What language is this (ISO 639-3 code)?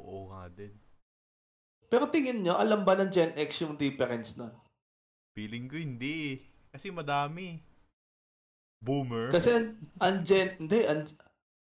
fil